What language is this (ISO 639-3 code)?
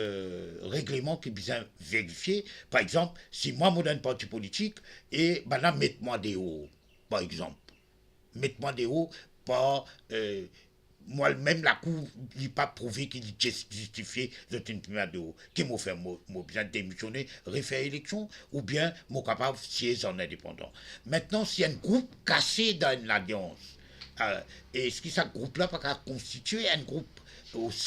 mfe